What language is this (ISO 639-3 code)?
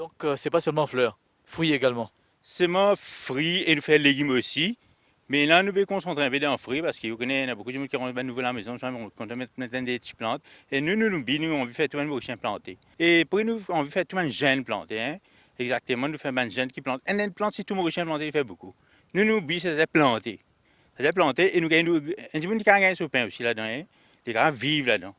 mfe